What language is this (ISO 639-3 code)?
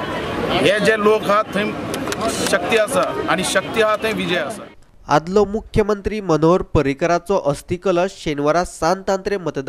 kok